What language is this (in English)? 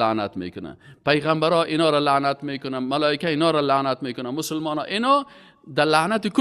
Persian